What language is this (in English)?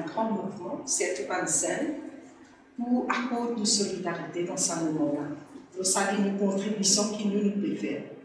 Morisyen